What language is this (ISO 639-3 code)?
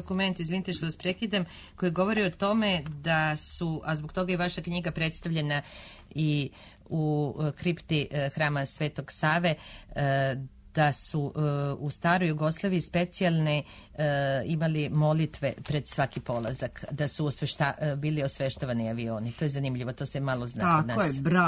srp